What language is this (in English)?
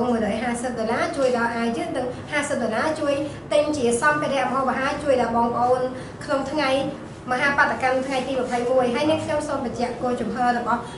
Khmer